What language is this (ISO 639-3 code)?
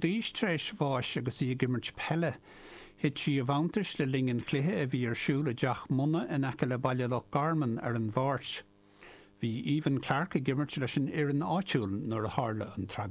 gle